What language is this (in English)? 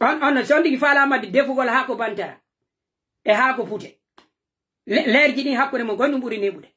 Pular